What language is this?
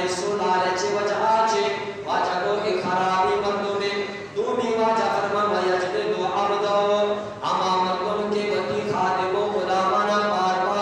Eastern Balochi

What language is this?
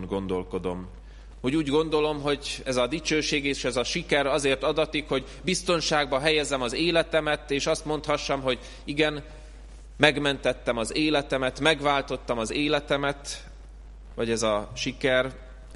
Hungarian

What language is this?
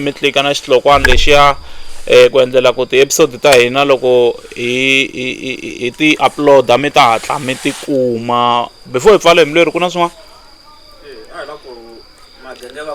Tsonga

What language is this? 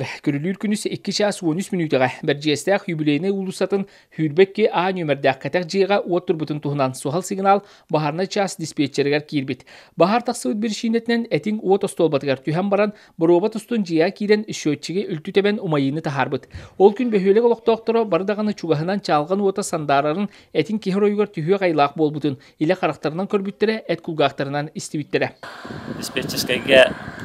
Yakut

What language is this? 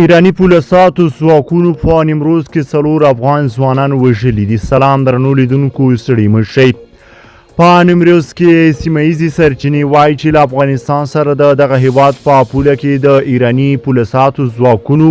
Pashto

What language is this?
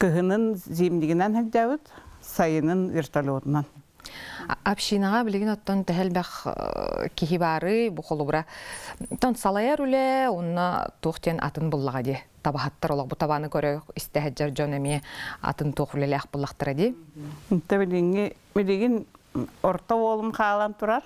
Yakut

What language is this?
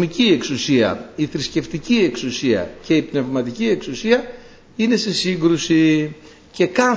Greek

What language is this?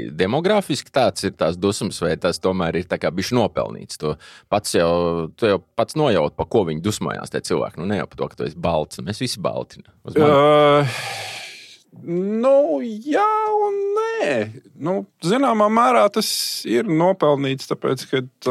Latvian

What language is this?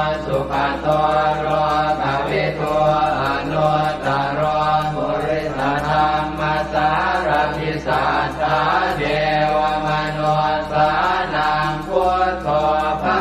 Pali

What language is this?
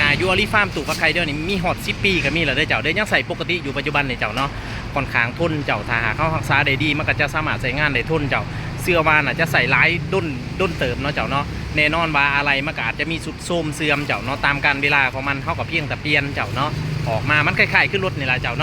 Lao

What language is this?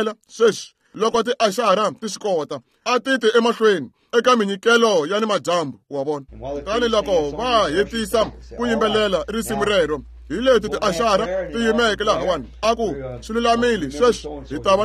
Tsonga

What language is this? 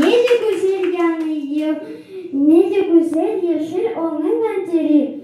Crimean Tatar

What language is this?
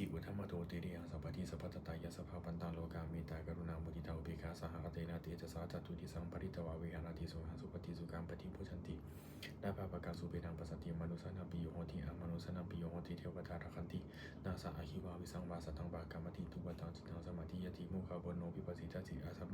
Pali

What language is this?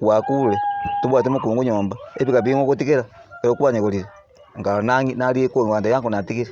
Gusii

